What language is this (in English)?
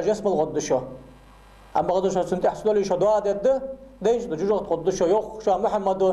Ingush